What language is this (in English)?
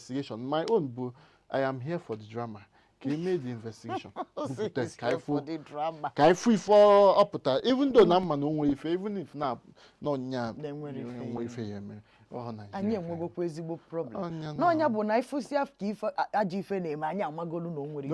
Igbo